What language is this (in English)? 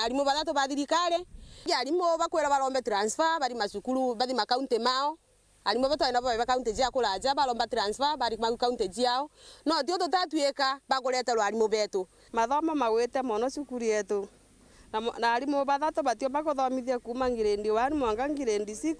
Meru